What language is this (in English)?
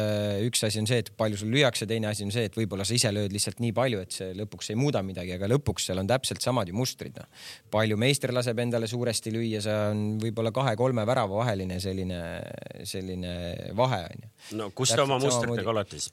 Estonian